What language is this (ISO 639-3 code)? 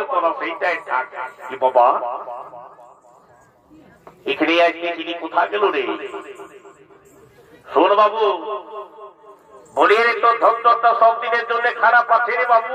ben